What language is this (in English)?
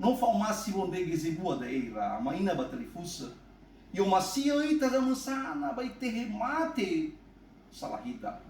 Nias